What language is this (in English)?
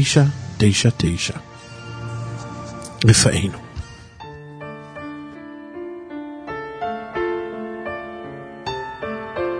Hebrew